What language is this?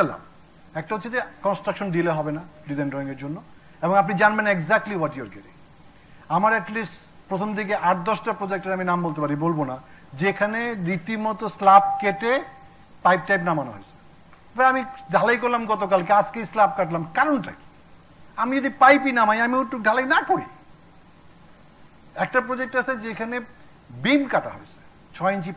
Bangla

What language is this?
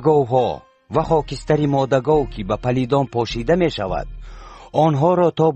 Tajik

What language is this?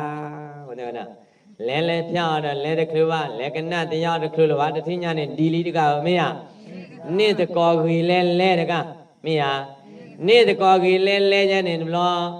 S'gaw Karen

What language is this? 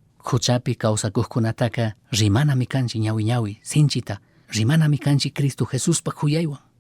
Chimborazo Highland Quichua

